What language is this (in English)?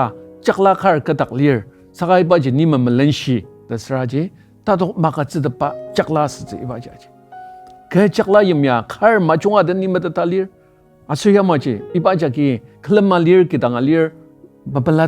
Ao Naga